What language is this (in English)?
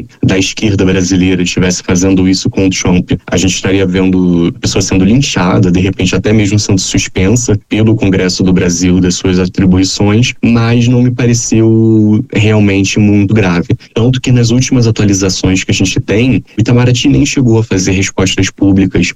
Portuguese